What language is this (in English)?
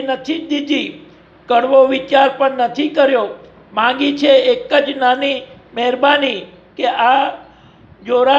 Gujarati